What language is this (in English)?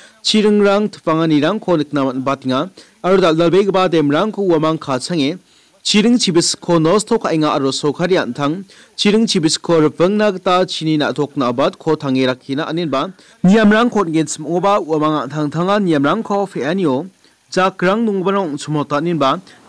Garo